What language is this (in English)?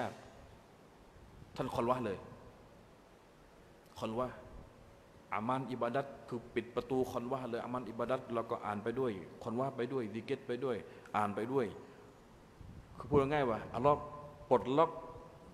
Thai